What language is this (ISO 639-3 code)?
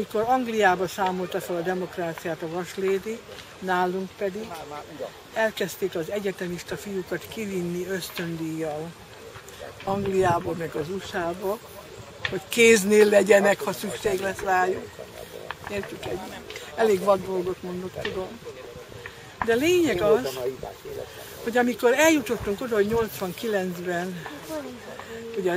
hun